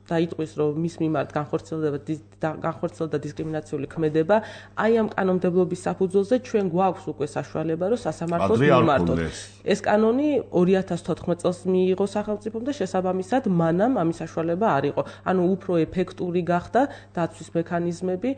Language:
Georgian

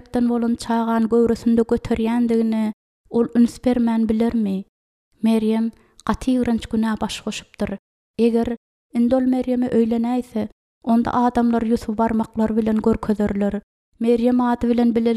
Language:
Turkmen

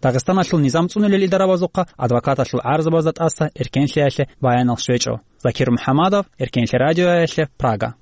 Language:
Avaric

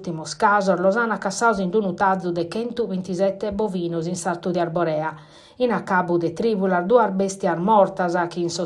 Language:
Sardinian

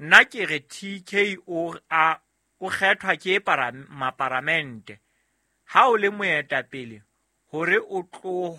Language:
Southern Sotho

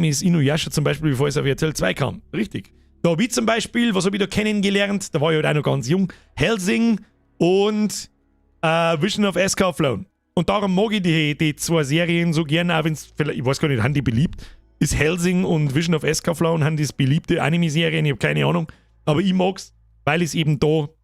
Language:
Bavarian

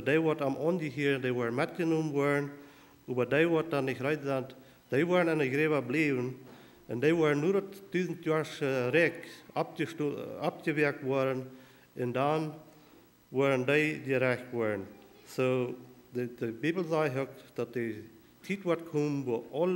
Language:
Plautdietsch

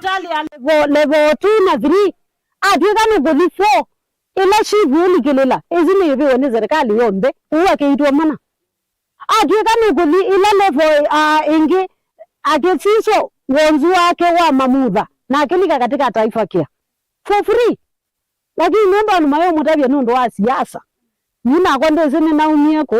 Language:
Kamba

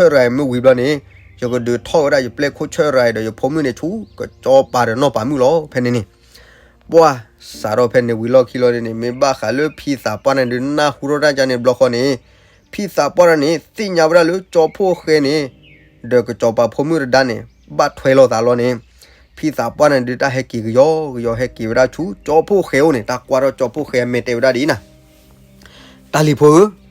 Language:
S'gaw Karen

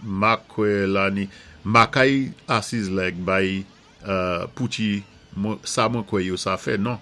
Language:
Saint Lucian Creole French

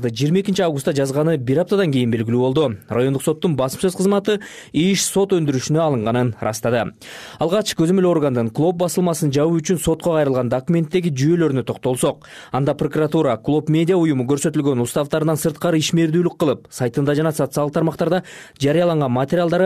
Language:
Kyrgyz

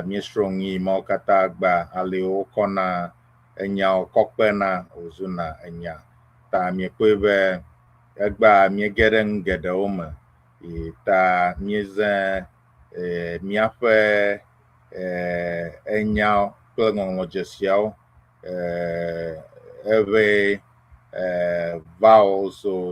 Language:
Ewe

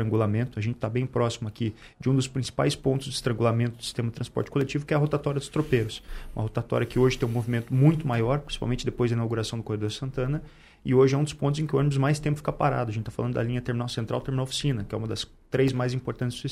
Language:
Portuguese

